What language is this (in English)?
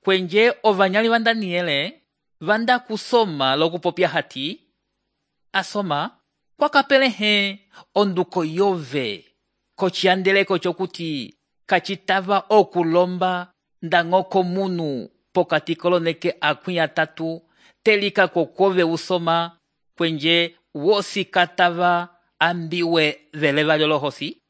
Umbundu